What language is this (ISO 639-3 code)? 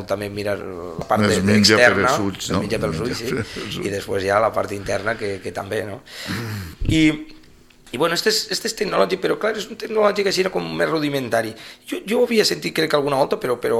cat